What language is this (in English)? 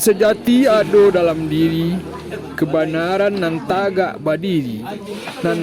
Minangkabau